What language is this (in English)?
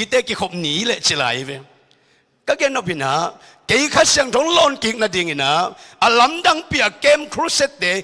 Tedim Chin